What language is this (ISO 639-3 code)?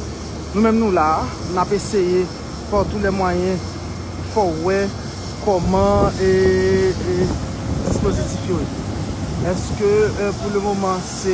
hat